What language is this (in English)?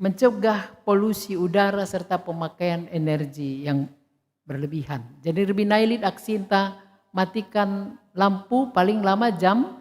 Batak Karo